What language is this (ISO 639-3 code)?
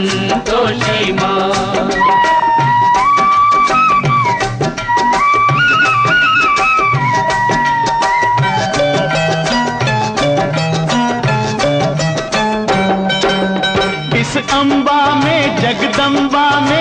hin